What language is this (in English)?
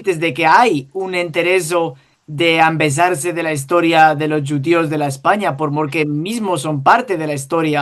Ladino